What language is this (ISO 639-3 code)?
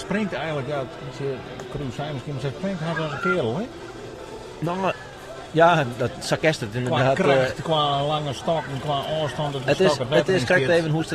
fry